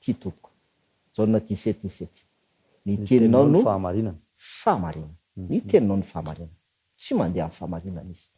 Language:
Malagasy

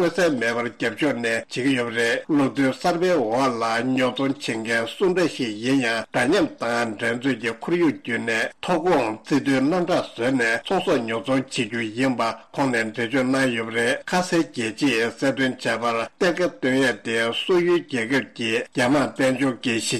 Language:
Tibetan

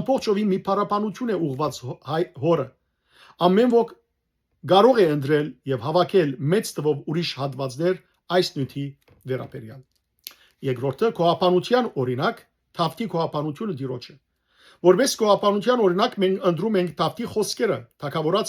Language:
Western Armenian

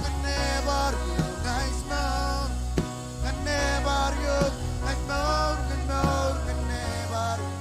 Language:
Marshallese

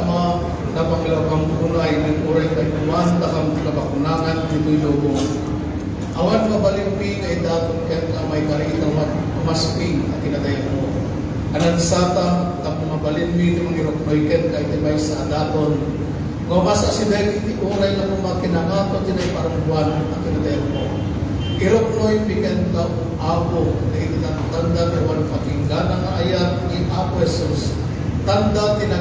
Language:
Iloko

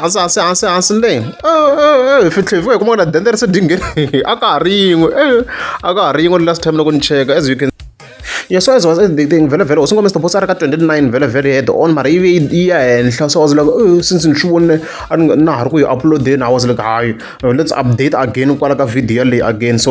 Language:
Tsonga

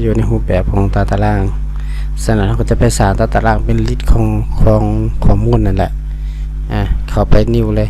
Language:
Lao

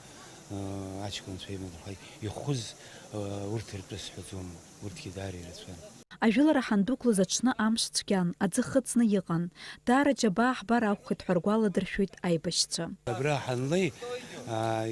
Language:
Abkhazian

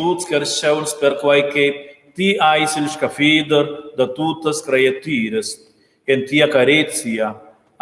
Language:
Romansh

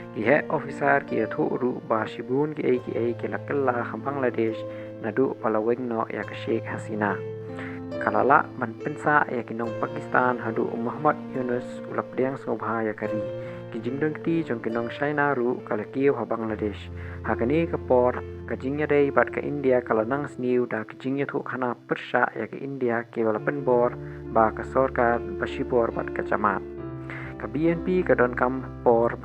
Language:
Khasi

